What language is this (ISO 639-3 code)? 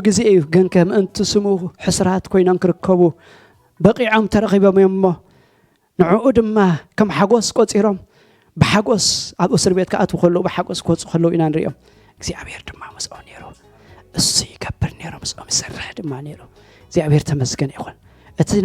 tir